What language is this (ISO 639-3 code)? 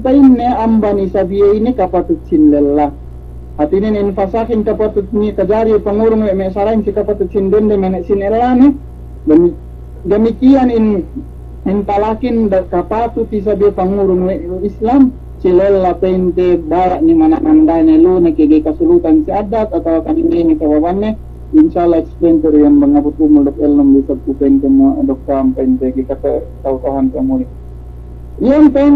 yka